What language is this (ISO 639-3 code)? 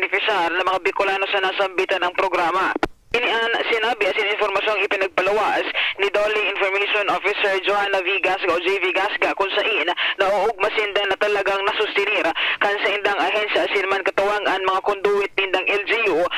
bik